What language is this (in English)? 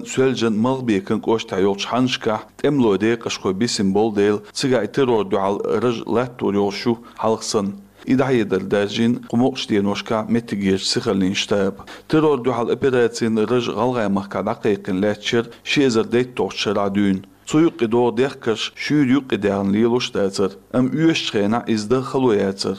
Chechen